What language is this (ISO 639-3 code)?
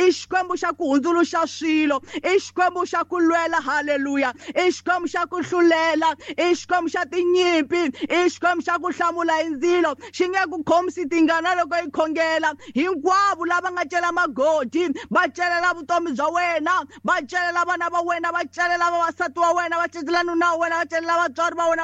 tso